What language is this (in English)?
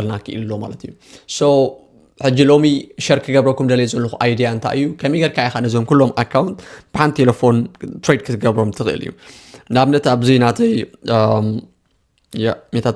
Tigrinya